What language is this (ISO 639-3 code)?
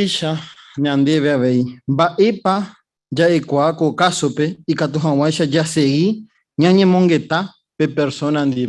grn